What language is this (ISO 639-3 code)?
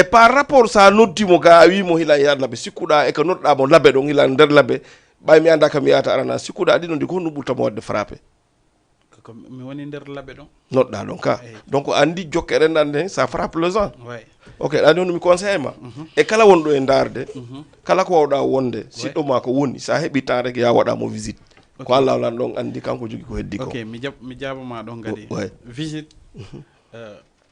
ful